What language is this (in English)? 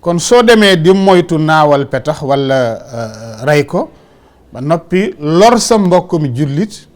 Wolof